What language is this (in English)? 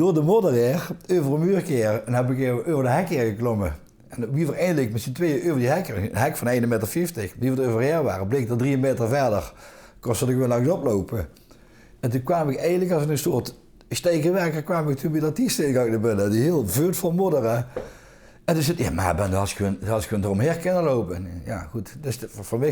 Limburgish